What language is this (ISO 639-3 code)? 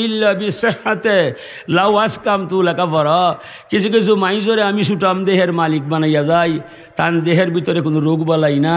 syl